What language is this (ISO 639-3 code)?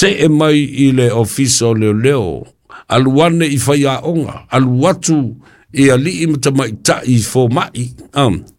smo